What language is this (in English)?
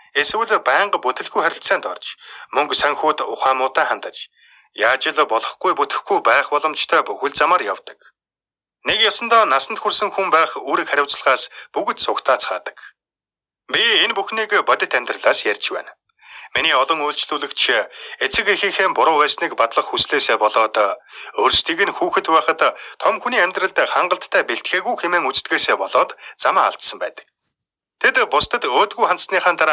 Mongolian